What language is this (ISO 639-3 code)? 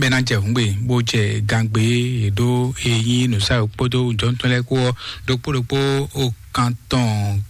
fon